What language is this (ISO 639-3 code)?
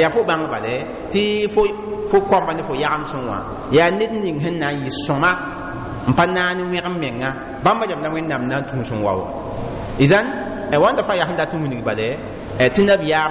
mos